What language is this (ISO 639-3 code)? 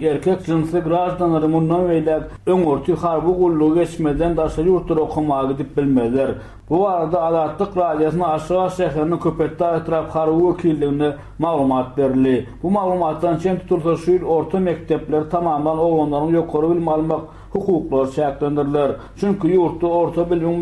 tuk